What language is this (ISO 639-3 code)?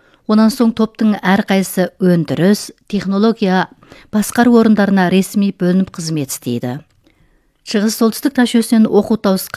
kaz